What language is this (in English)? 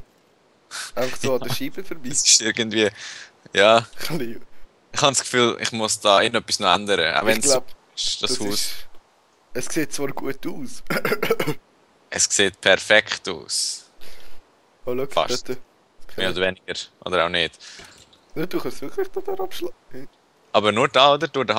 Swiss German